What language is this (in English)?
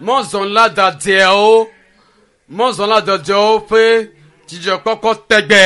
Ewe